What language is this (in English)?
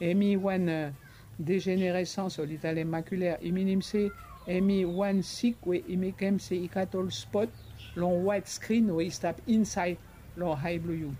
Bislama